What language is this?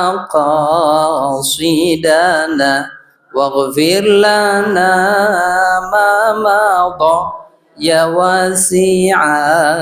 Sasak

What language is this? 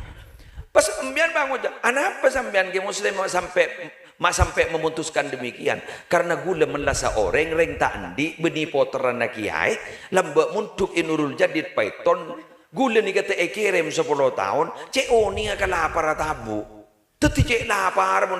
Madurese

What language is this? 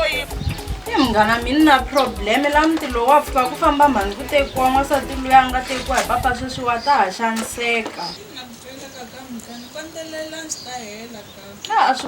Tsonga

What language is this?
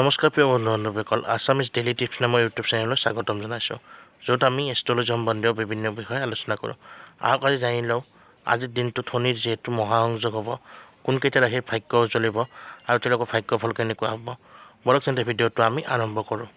Assamese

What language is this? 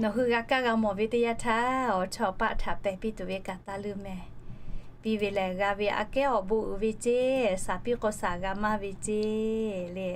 Lahu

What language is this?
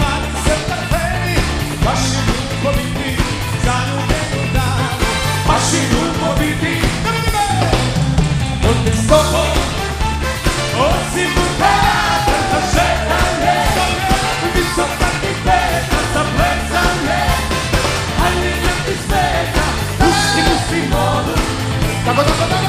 Croatian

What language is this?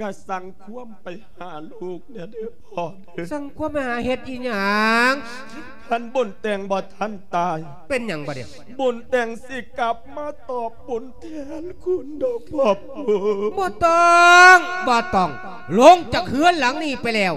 Lao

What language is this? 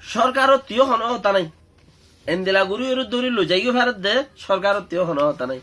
Rohingya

